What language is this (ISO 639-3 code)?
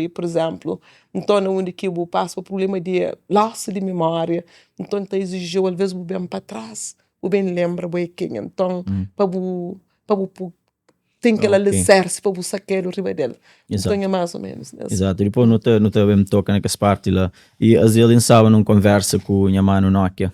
kea